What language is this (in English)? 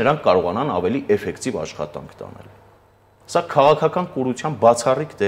Armenian